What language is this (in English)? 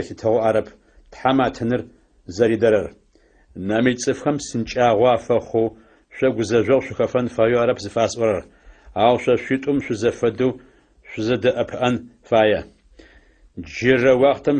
Adyghe